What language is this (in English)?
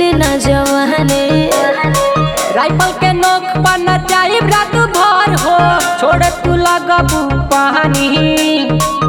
Bhojpuri